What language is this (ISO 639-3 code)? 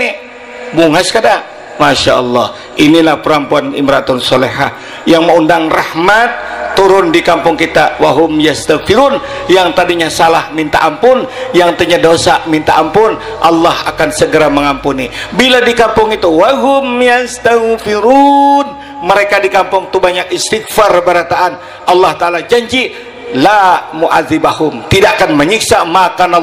bjn